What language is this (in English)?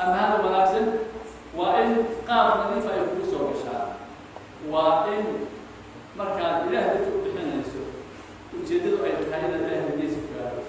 Somali